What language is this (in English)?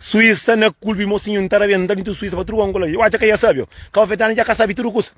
Kabuverdianu